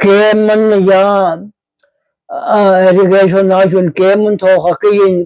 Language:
Hmar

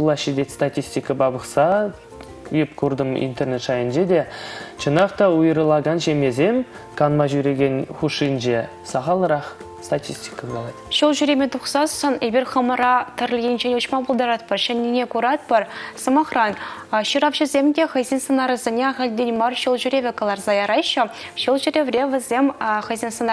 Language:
Chuvash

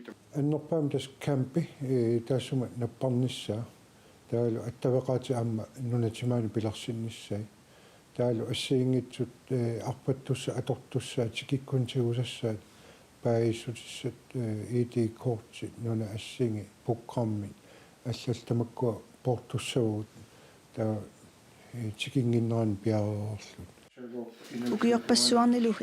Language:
Kalaallisut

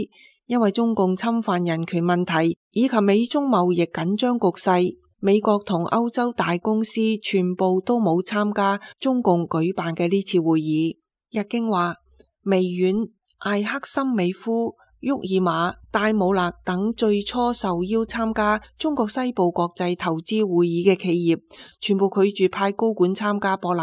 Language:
Cantonese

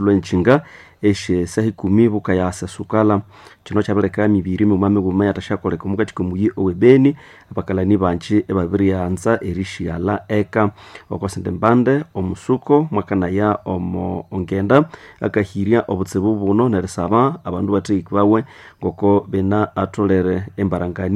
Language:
Nande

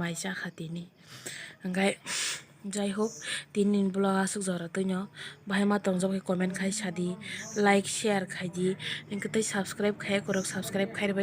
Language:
Kok Borok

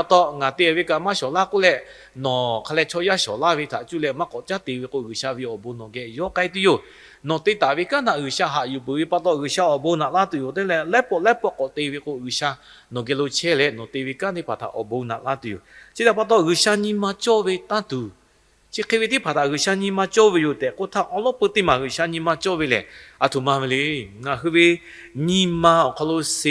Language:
Lahu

